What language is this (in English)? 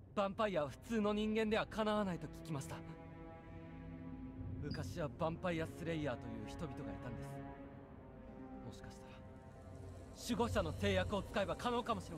Japanese